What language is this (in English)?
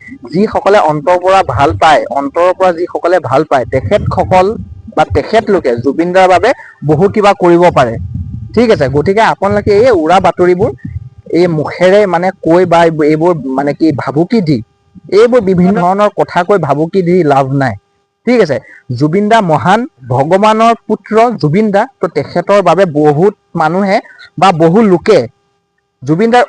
Assamese